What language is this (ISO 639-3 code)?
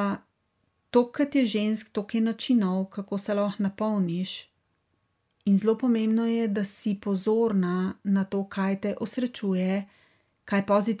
slv